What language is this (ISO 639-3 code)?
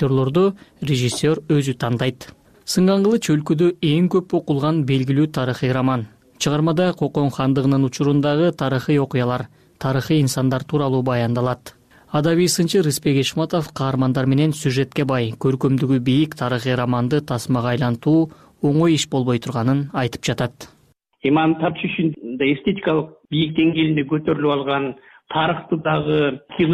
kir